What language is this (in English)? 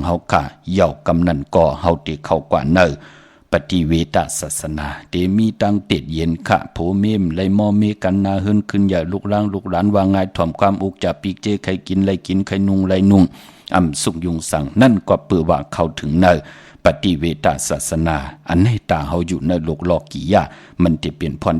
Shan